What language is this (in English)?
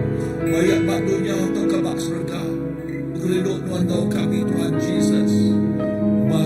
Iban